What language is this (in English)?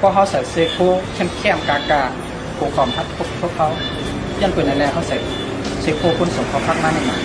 Shan